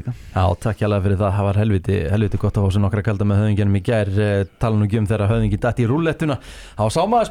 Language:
Icelandic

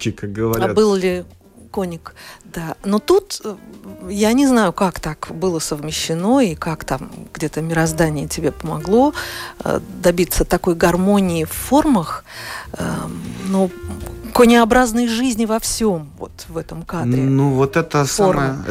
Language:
Russian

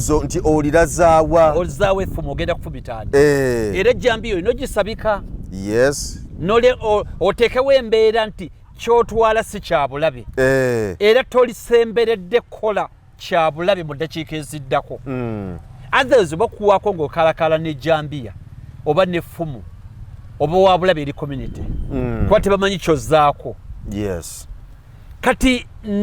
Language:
Ganda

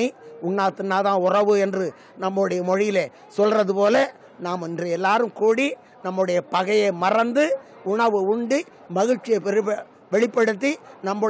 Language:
Tamil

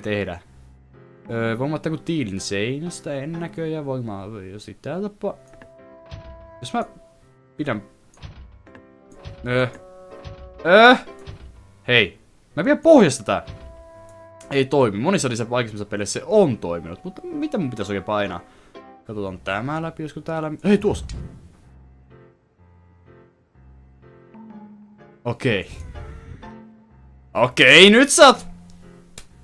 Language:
Finnish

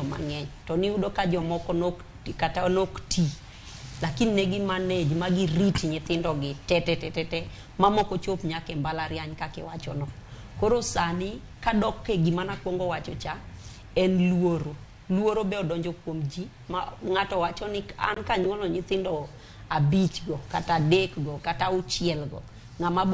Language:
Luo (Kenya and Tanzania)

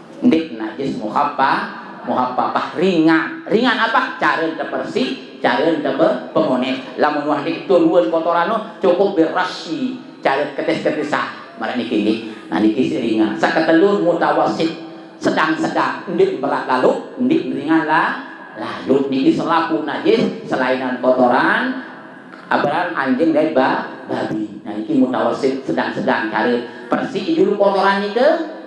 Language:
Sasak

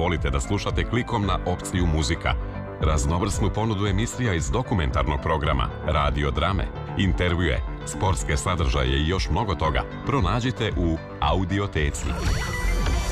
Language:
Serbian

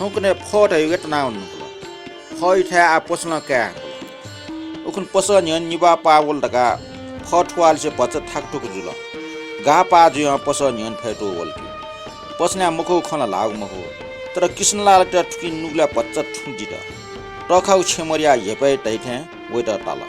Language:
Newari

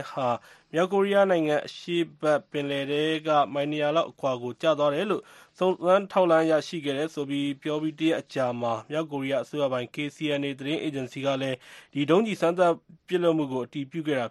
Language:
Burmese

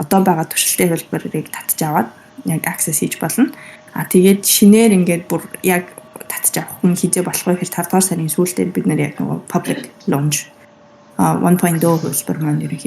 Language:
Mongolian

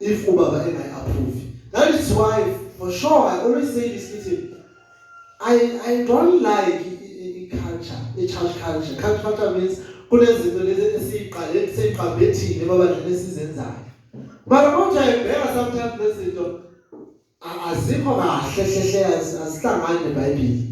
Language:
Zulu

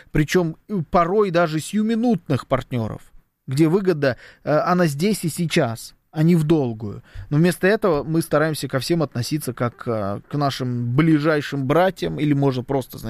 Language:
Russian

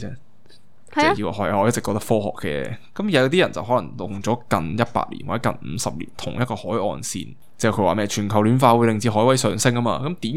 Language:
Cantonese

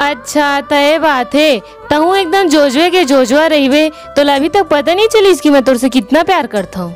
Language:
Chhattisgarhi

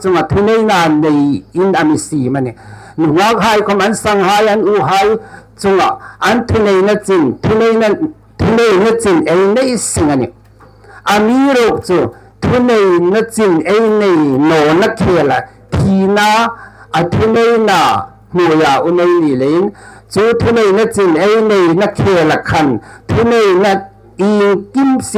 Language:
Hmar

